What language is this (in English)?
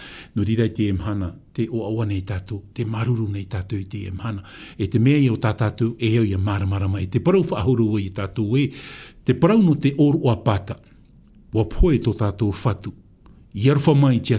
Tahitian